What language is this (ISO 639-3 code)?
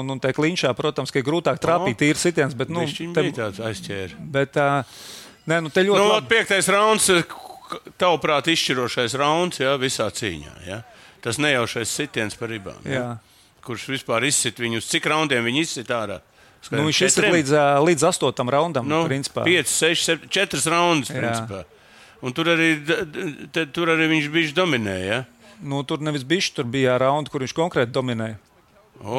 lav